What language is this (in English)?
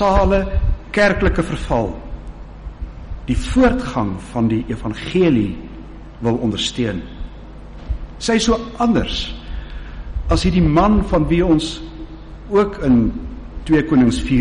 Afrikaans